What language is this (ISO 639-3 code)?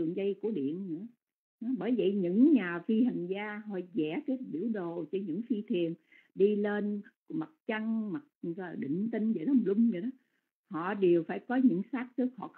vie